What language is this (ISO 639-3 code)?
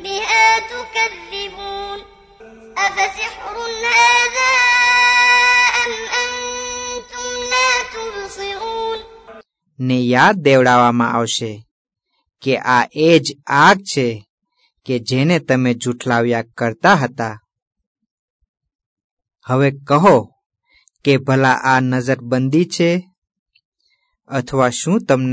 guj